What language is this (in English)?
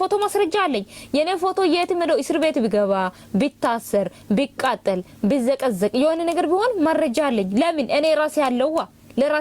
Amharic